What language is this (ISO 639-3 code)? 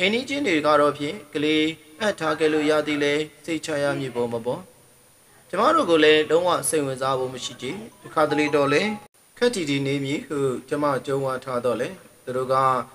mya